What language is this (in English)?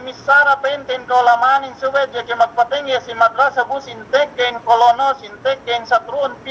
Yakan